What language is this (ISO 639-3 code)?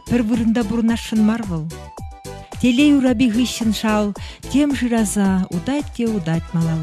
chv